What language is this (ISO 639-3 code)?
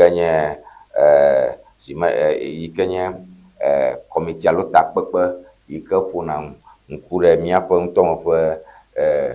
ewe